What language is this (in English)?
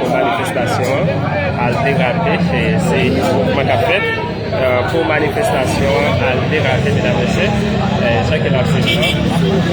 Haitian Creole